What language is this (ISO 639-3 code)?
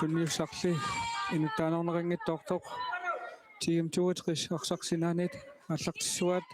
kal